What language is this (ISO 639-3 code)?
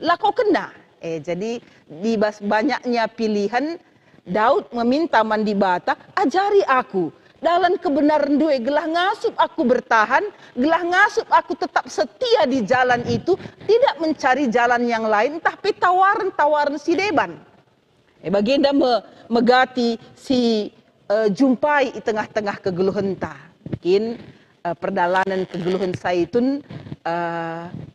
btx